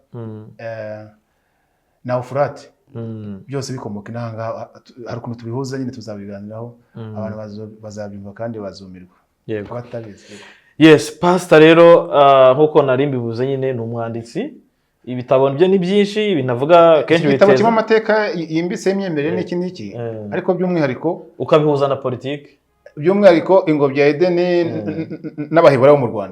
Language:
Kinyarwanda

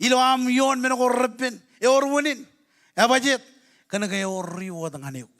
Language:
Marshallese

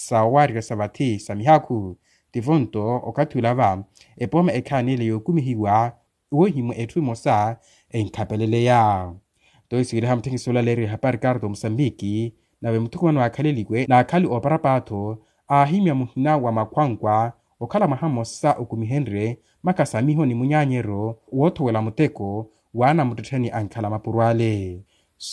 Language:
Makhuwa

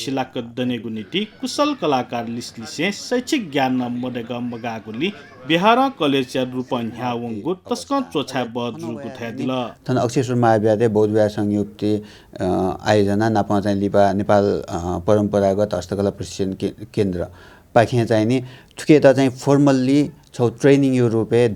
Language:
Newari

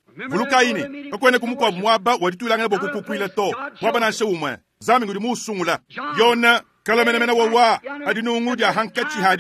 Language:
Luba-Lulua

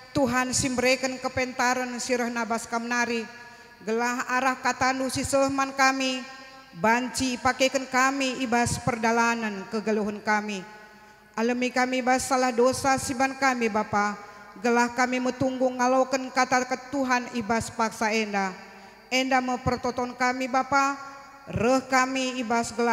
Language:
Batak Karo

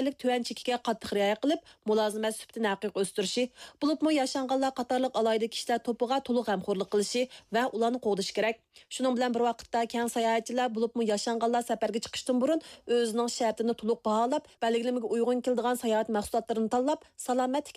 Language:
Uyghur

